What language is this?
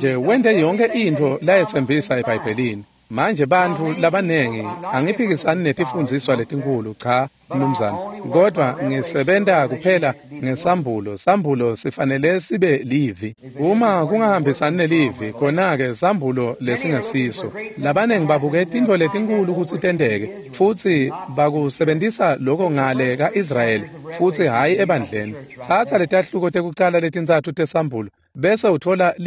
Swati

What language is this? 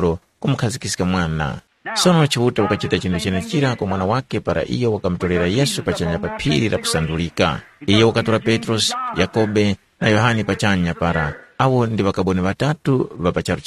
Tumbuka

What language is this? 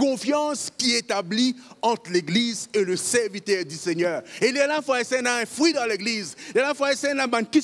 Morisyen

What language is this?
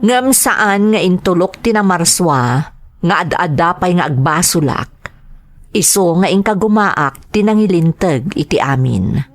Iloko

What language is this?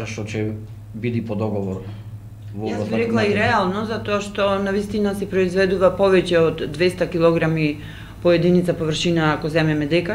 Macedonian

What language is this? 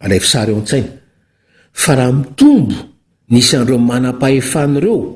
Malagasy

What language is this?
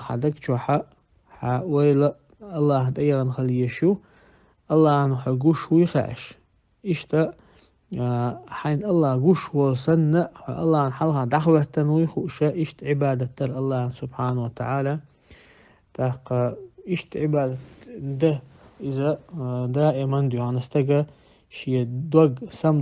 Chechen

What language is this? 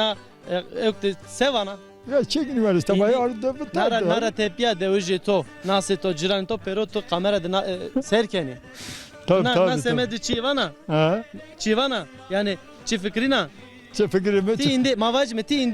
Zaza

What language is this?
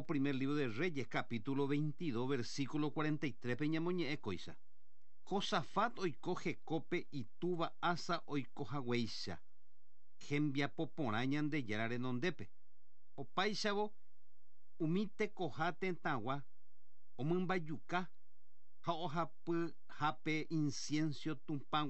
Guarani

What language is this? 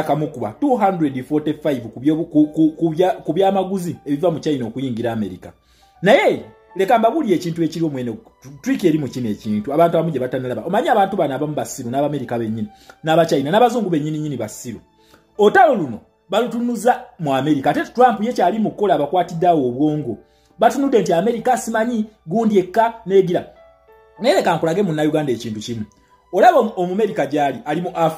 Ganda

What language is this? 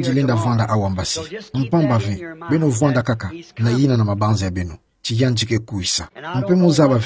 Kituba (Democratic Republic of Congo)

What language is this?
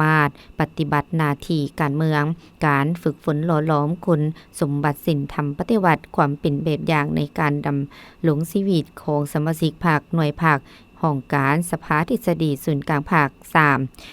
Lao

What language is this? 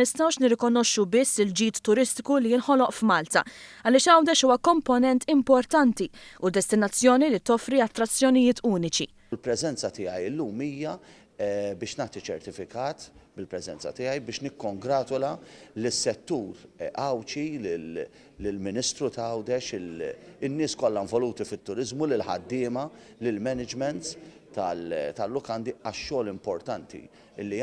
Maltese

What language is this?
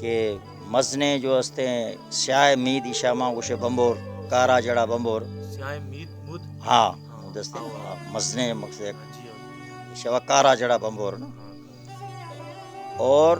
Baluchi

